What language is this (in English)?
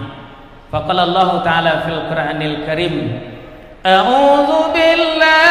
Minangkabau